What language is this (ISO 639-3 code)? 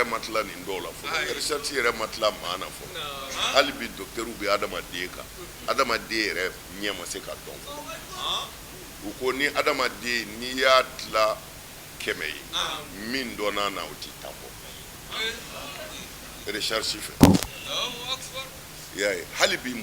bam